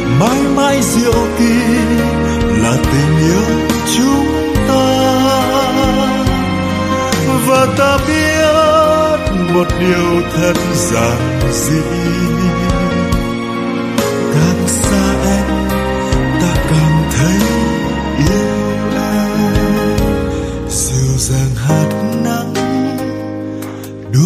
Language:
Vietnamese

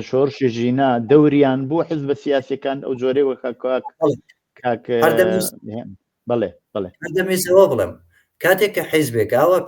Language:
Central Kurdish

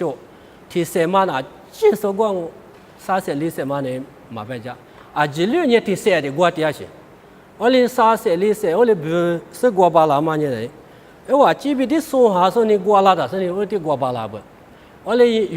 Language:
Lisu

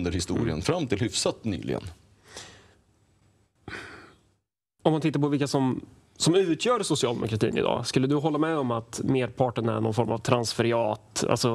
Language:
Swedish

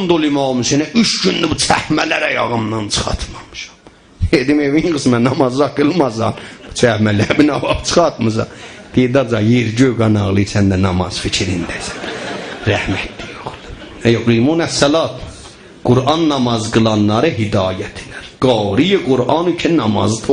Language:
South Azerbaijani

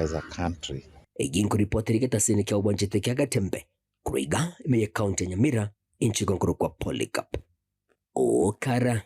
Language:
Gusii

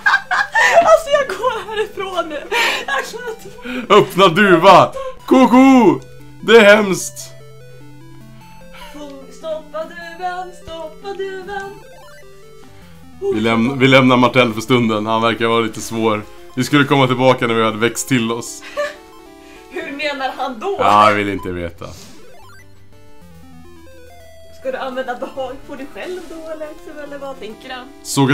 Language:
Swedish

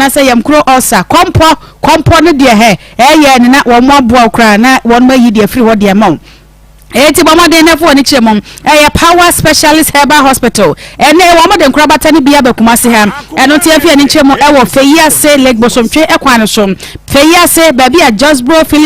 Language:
Akan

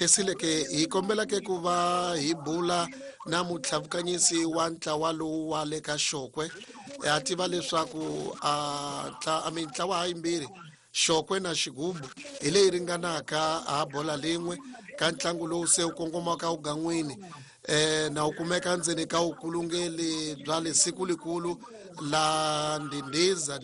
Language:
Tsonga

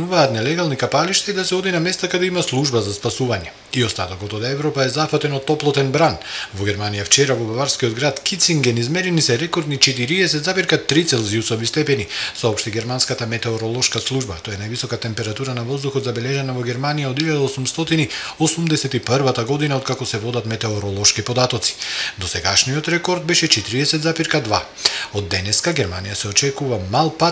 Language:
Macedonian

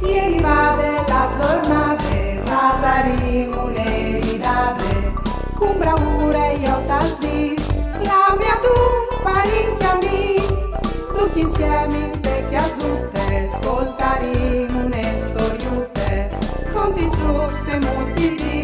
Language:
Friulian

